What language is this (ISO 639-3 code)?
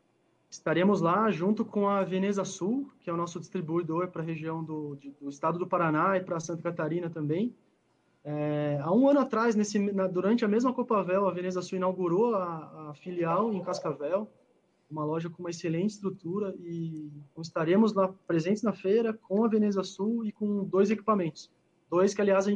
por